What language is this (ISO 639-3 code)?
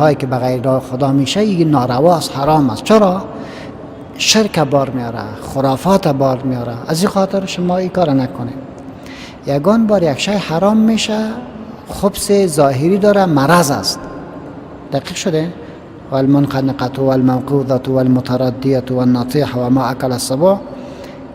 fas